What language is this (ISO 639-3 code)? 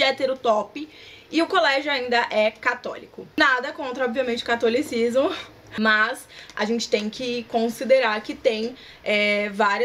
por